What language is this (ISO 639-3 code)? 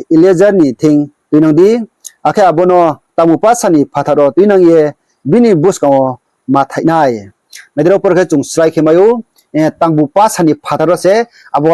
ria